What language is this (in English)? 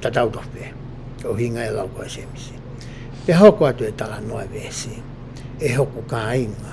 Tongan